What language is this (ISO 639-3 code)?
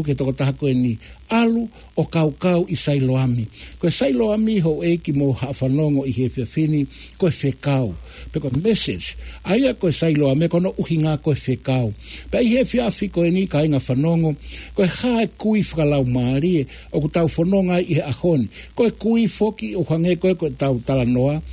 ton